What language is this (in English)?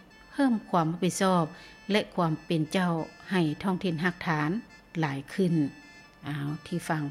Lao